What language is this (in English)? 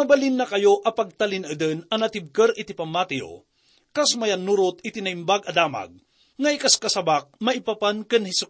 Iloko